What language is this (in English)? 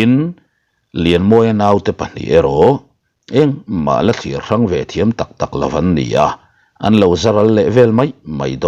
Mizo